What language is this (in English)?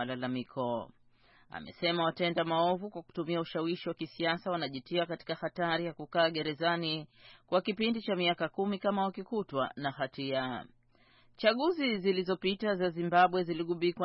Swahili